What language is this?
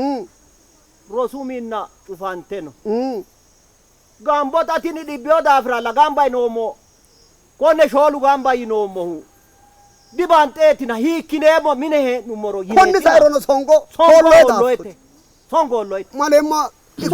Sidamo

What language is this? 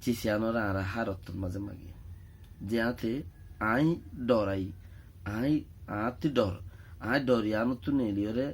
Rohingya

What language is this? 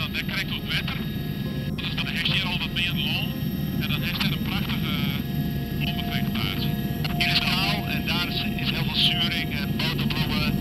Western Frisian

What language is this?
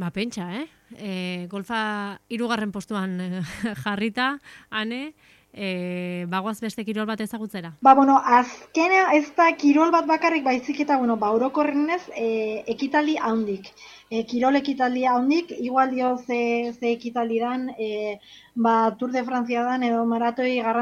Basque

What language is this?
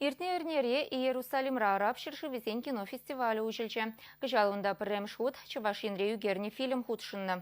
Chuvash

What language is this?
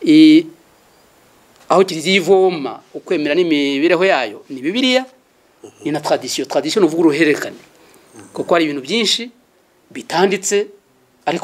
Kinyarwanda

